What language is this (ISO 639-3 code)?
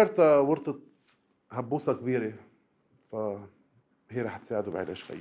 apc